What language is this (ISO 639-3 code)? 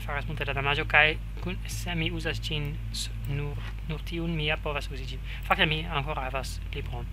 epo